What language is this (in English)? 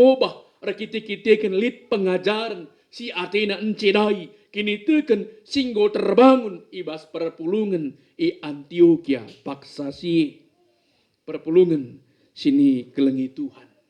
Batak Karo